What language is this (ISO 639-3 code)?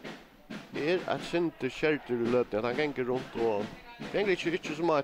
fao